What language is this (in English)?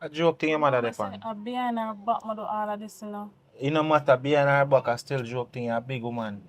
Jamaican Creole English